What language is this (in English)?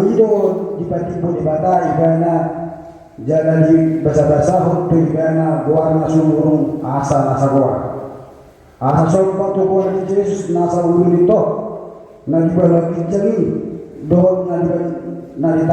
Batak Toba